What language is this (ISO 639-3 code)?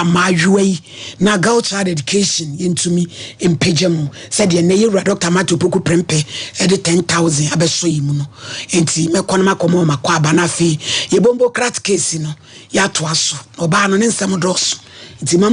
aka